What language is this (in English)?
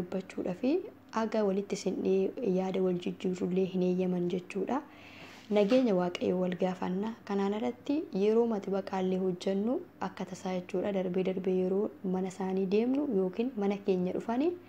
Oromo